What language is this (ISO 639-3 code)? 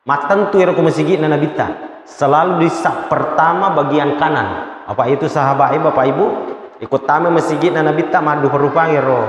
bug